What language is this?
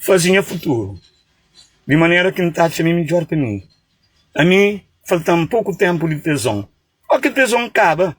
Kabuverdianu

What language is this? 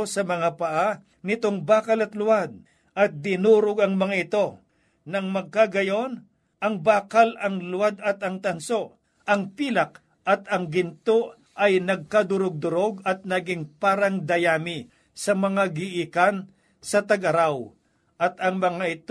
Filipino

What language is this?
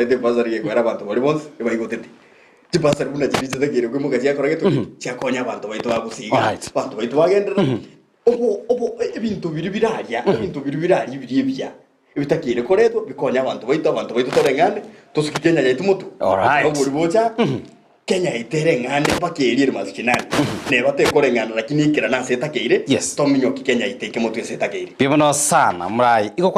Gusii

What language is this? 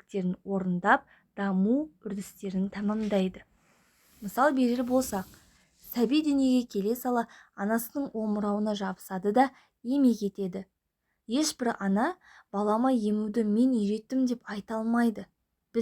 Kazakh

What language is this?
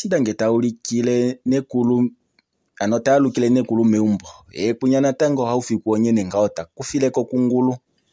Kuanyama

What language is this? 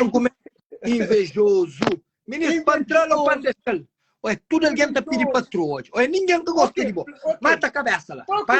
Kabuverdianu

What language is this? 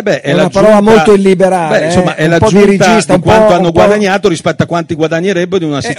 Italian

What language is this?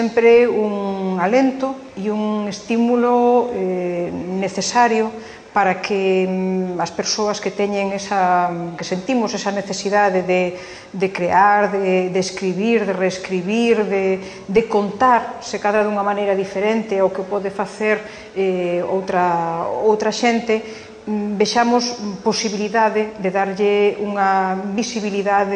Galician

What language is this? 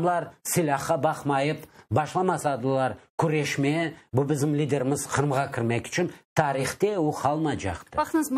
Crimean Tatar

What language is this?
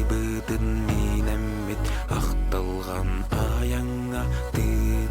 Yakut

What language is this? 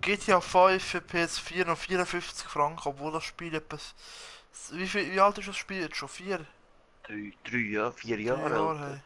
Swiss German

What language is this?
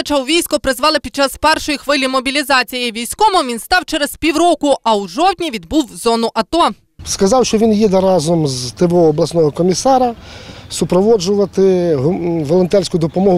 Ukrainian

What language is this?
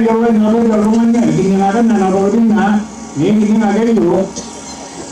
Masai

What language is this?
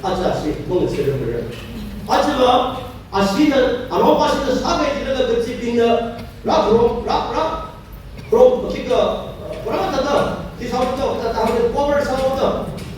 Tangkhul Naga (India)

